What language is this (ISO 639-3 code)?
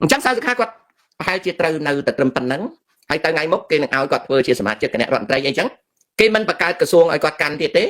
khm